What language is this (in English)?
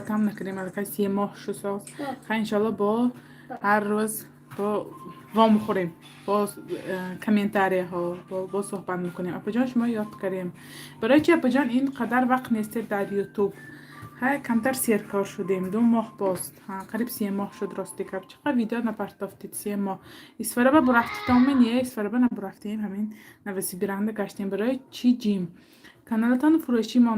Tajik